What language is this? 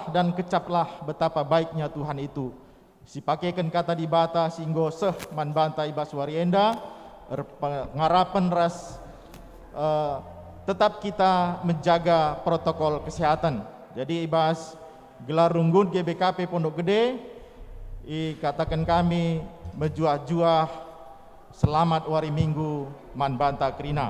Batak Karo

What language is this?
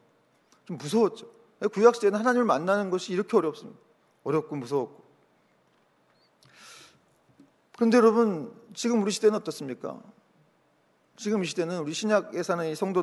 Korean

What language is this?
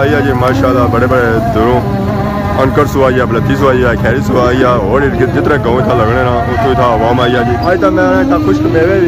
Pahari-Potwari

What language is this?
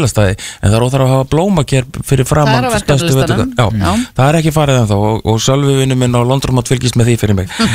Icelandic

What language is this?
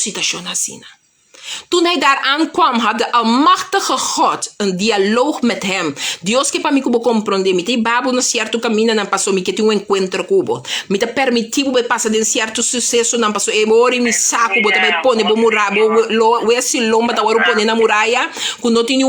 Papiamento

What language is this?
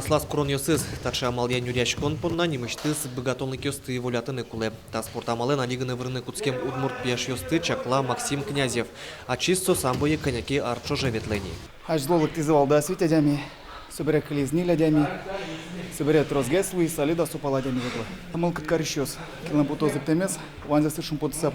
Udmurt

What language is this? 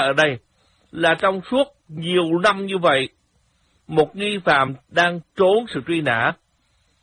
Vietnamese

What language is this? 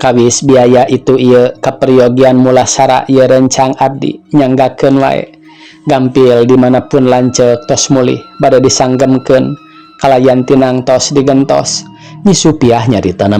Sundanese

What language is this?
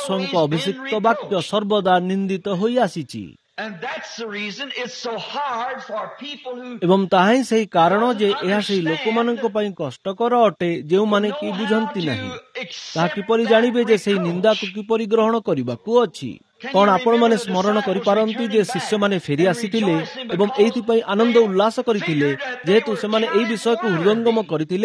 Odia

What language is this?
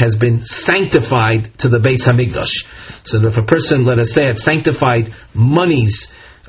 English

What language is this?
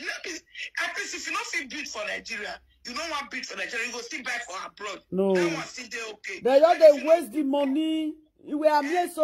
Nigerian Pidgin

